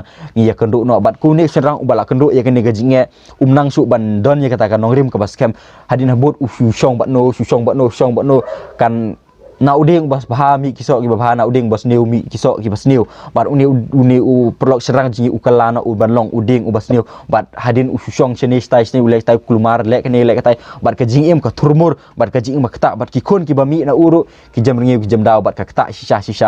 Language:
Khasi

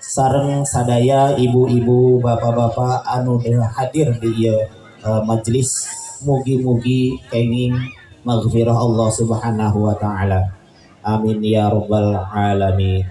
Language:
Sundanese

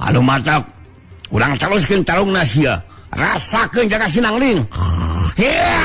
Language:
Sundanese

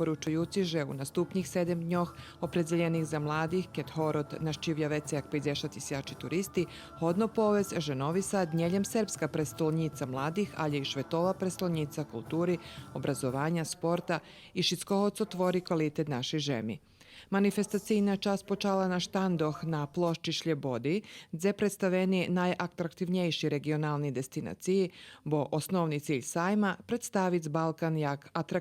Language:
Rusyn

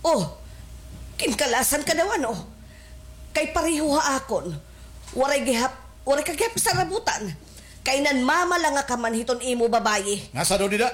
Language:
Waray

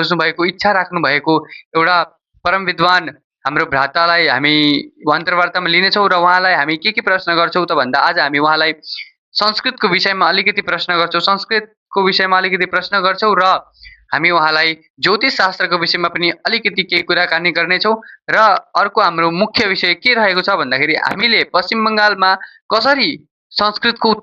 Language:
Nepali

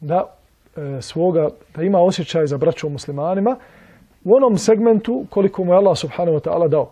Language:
Bosnian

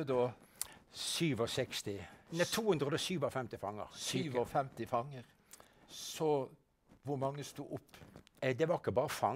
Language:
Norwegian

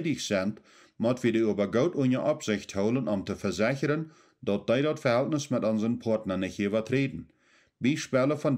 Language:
Plautdietsch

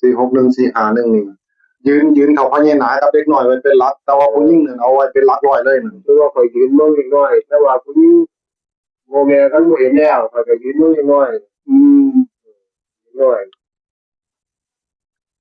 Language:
Northeastern Thai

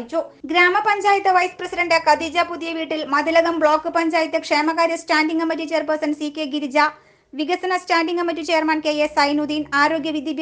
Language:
Malayalam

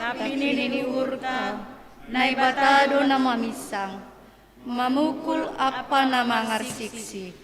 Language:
Batak Simalungun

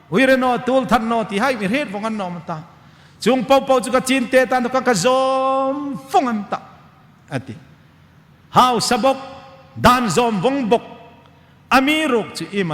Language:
Hmar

